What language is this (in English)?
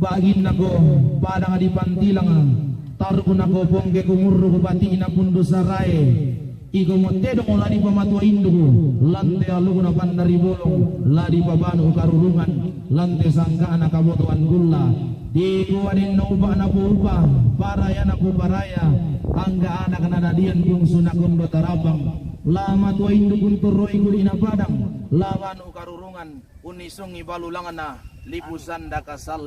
Toraja-Sa'dan